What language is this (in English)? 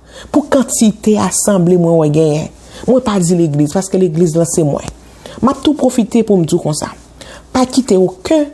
Haitian Creole